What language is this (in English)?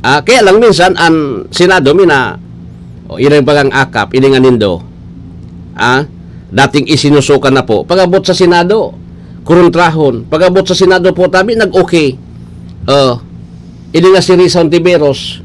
Bikol